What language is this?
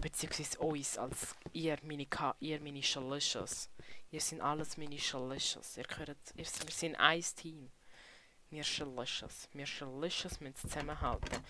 Swiss German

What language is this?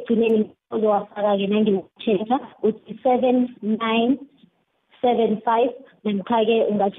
South Ndebele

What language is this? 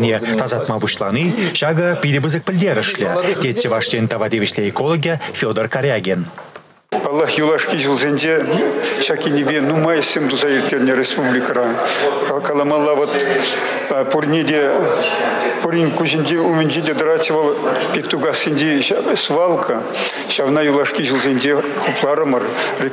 Chuvash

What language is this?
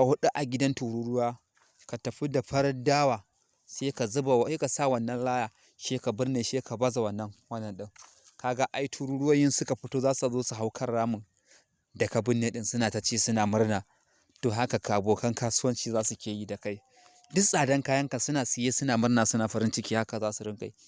Hausa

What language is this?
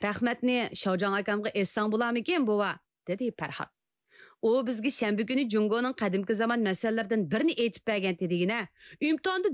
Uyghur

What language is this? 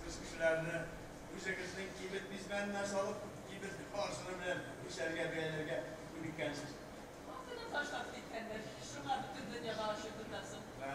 Tatar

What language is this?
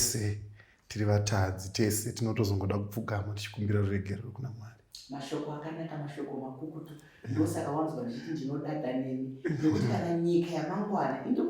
Shona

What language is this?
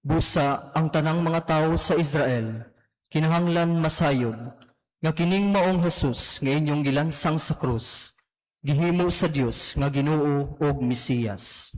Cebuano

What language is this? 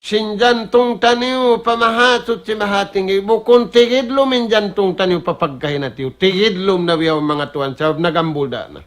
Tausug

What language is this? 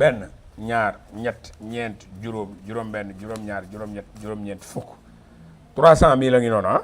Wolof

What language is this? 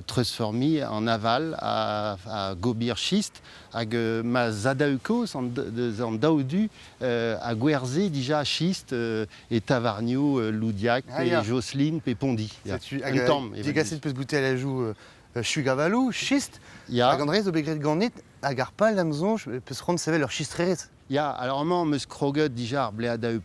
Breton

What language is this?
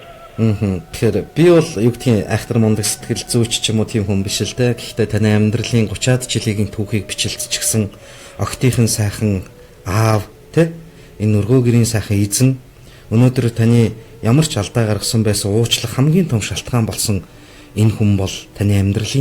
Mongolian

